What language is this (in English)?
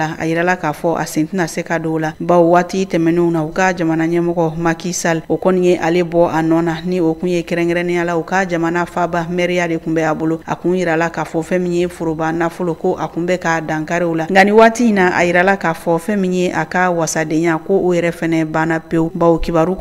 Bambara